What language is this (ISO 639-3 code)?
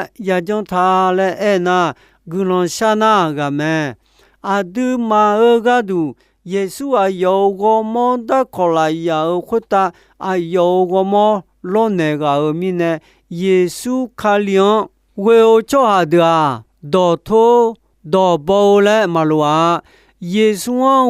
ahk